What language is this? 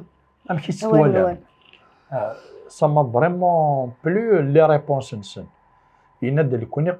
Kabyle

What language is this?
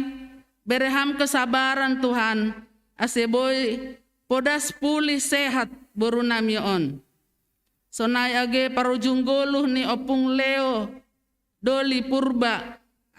Batak Simalungun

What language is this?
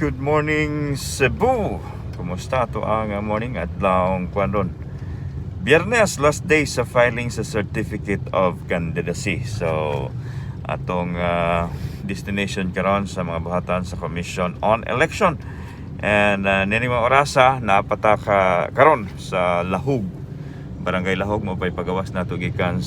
Cebuano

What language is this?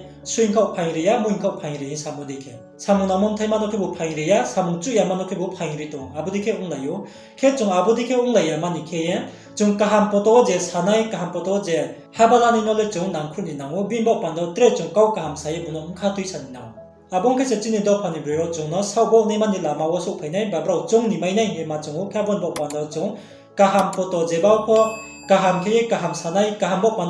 Riang (India)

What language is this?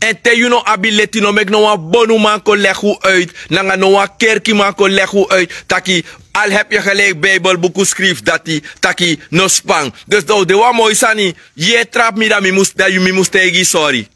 Sranan Tongo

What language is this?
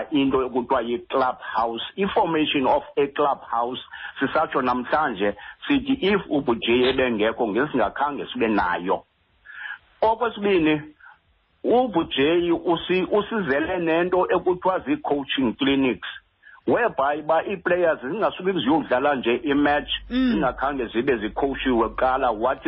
Xhosa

